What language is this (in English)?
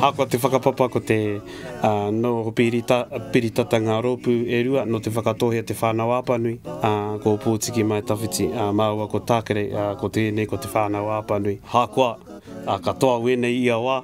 Māori